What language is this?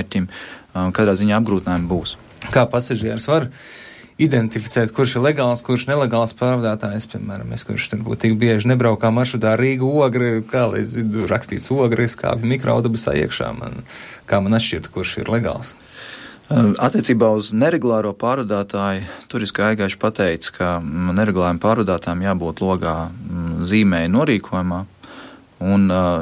Latvian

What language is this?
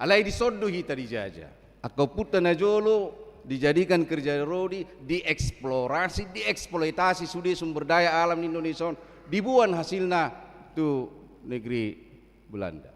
Batak Toba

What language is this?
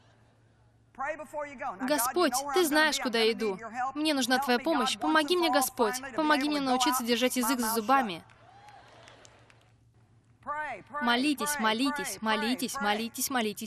Russian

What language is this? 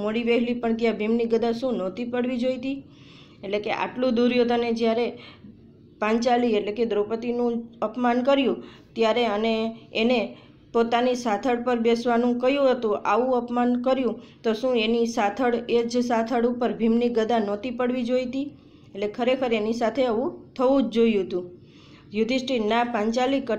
Gujarati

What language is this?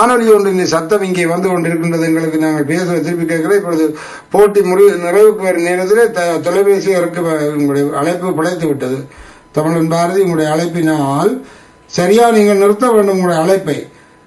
Tamil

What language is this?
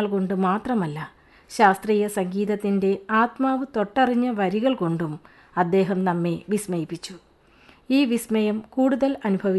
Malayalam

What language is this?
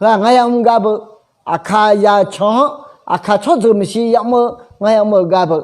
Akha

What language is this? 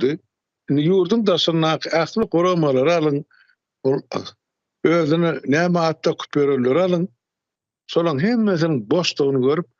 Turkmen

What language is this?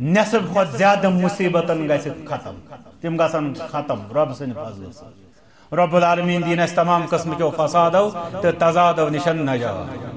Kashmiri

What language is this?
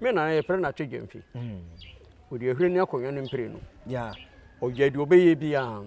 Akan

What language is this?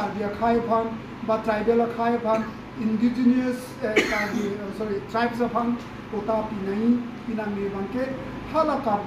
Karbi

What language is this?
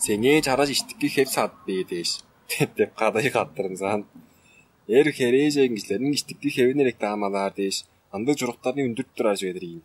Tuvinian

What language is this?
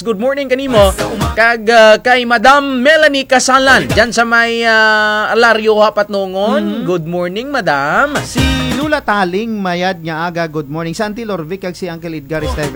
Kinaray-a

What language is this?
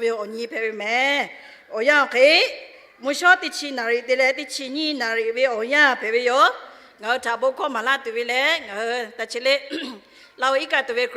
Lahu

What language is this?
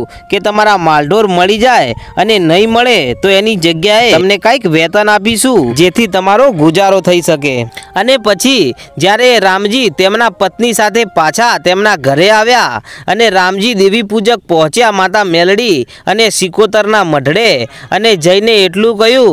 Gujarati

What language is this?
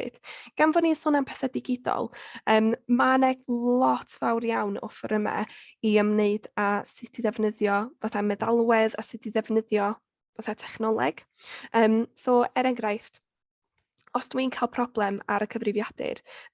Welsh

